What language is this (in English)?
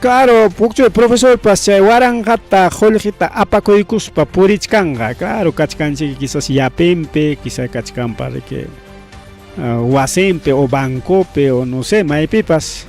Ayacucho Quechua